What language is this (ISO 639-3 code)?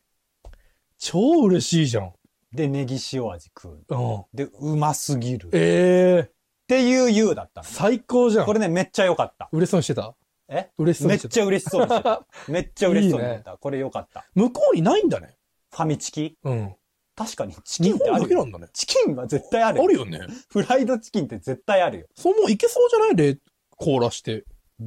jpn